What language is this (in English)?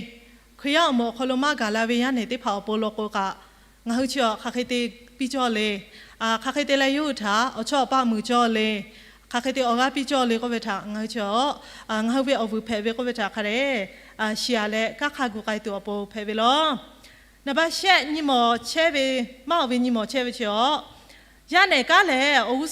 Lahu